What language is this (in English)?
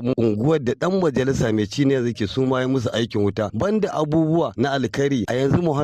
Hausa